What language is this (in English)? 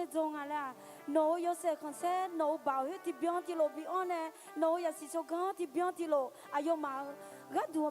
Akha